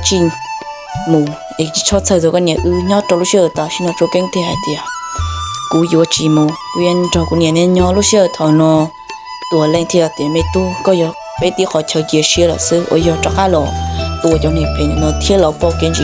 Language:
Hmong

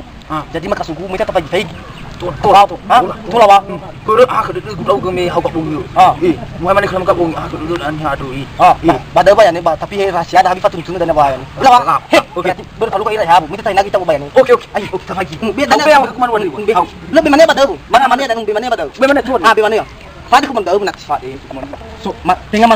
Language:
Nias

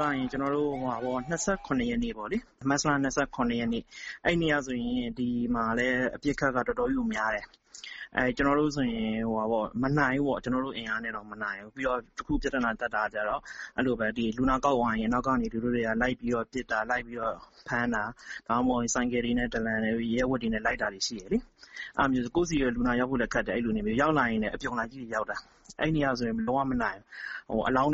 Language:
Burmese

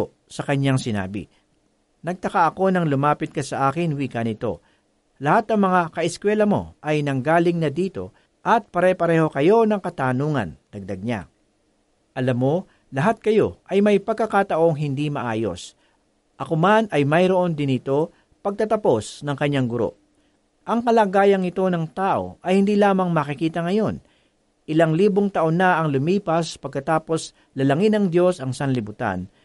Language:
Filipino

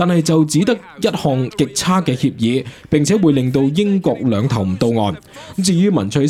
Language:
Cantonese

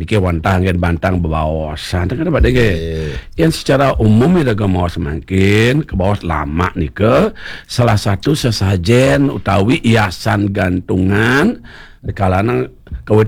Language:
Balinese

